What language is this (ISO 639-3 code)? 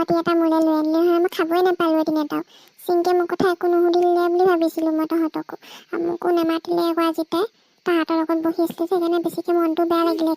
asm